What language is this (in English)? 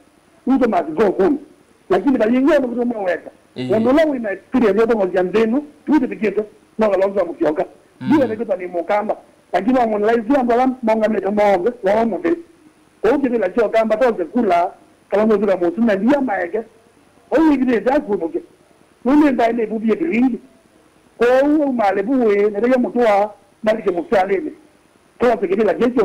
Kamba